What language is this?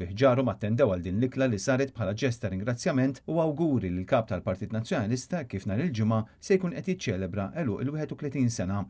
Maltese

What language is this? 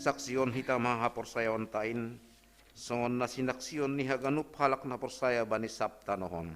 Batak Simalungun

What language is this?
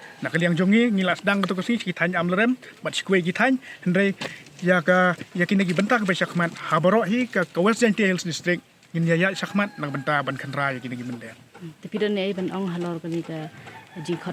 Khasi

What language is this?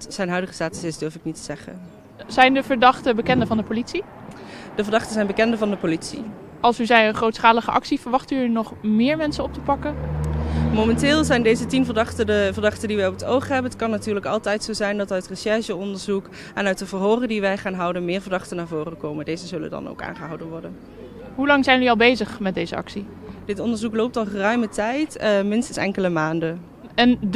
Dutch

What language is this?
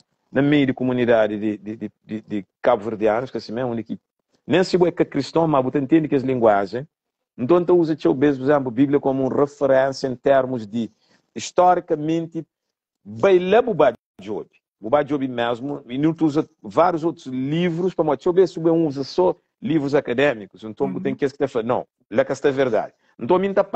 Kabuverdianu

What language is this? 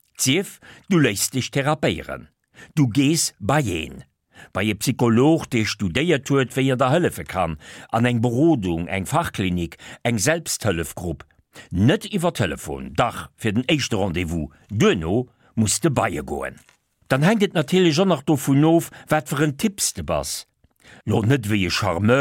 Luxembourgish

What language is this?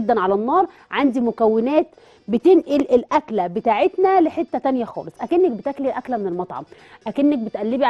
Egyptian Arabic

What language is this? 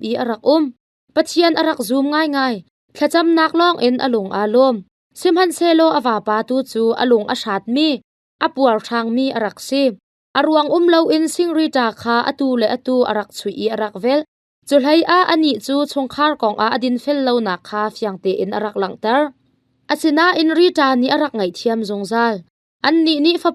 Hakha Chin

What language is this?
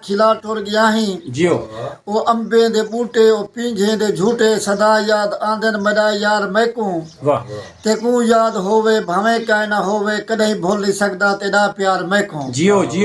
Saraiki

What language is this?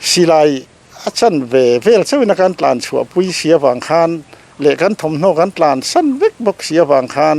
Mizo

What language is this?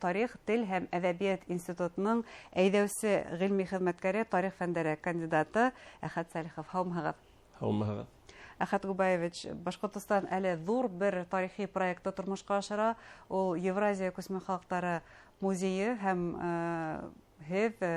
Bashkir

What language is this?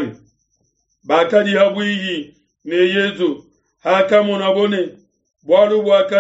Luba-Lulua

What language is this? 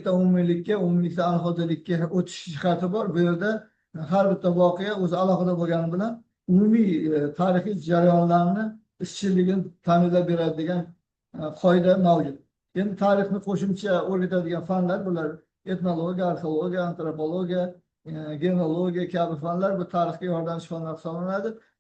Uzbek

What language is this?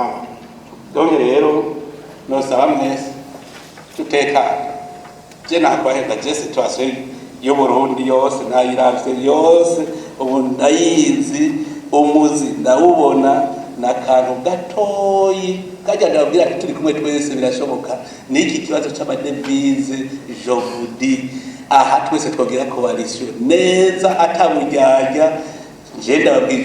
Rundi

